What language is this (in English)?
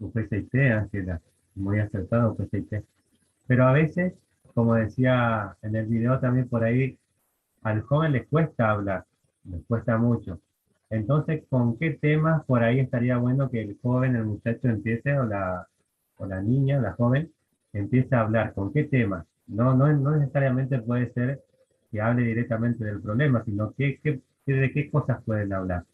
Guarani